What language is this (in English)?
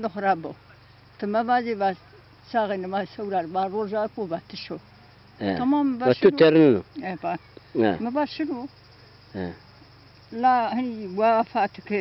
Zaza